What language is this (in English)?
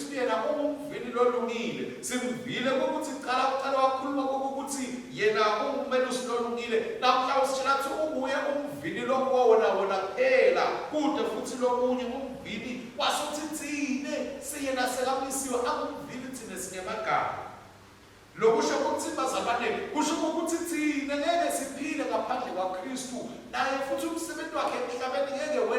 Swati